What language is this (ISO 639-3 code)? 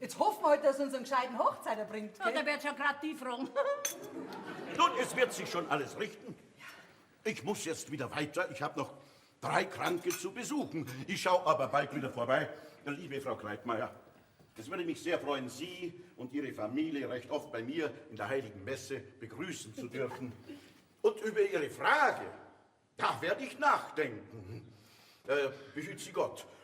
bar